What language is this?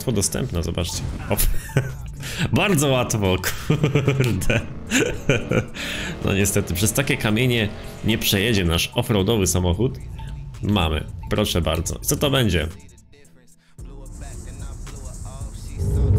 Polish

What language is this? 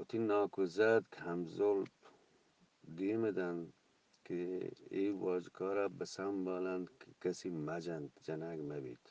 Eastern Balochi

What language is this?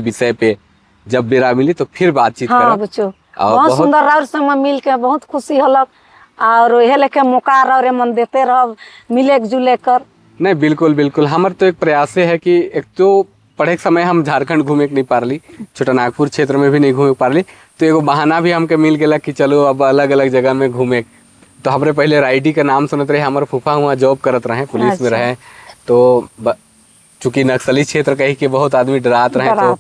Sadri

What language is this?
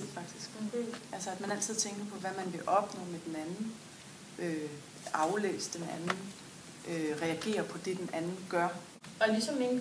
Danish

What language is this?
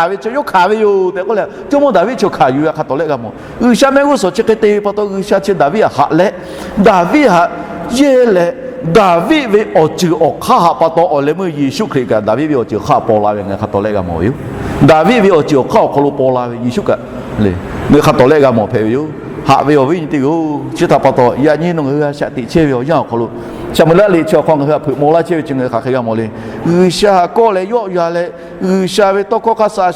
Lahu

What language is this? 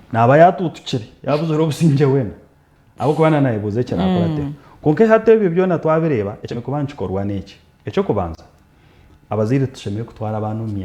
Nyankole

